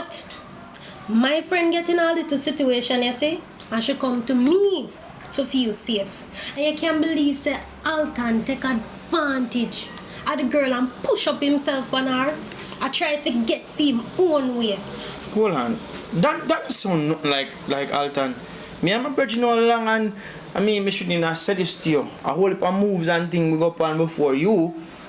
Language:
Jamaican Creole English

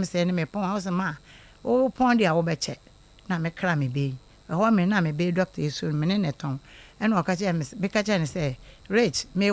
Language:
Akan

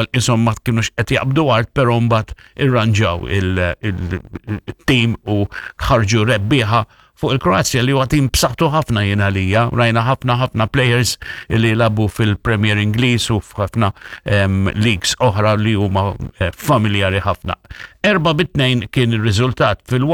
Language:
Maltese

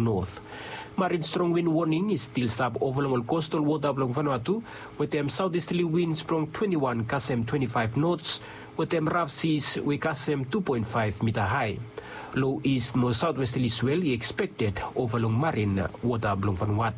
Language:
Bislama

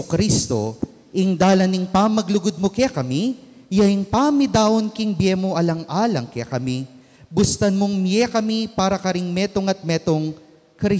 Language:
Pampanga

